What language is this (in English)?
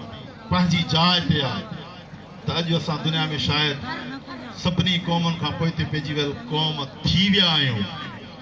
Sindhi